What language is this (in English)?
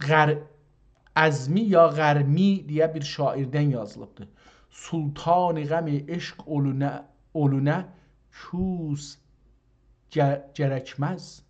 South Azerbaijani